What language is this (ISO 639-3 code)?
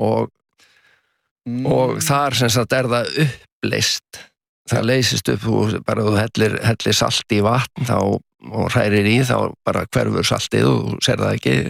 isl